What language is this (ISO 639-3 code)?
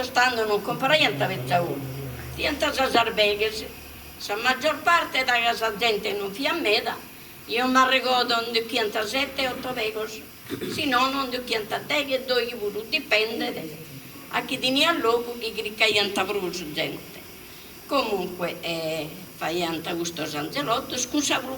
srd